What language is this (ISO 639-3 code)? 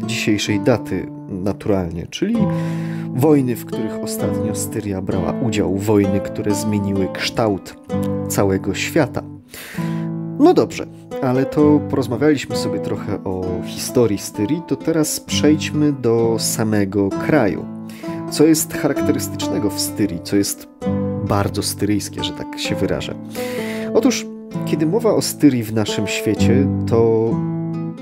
pol